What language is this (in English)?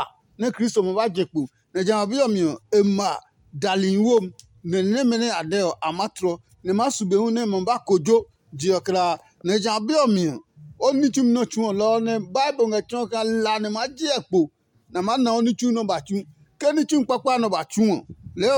Adangme